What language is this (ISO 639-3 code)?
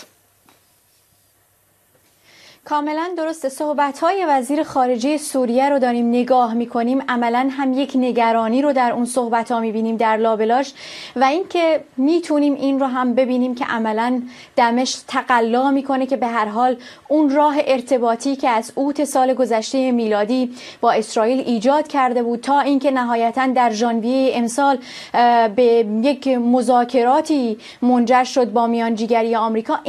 fas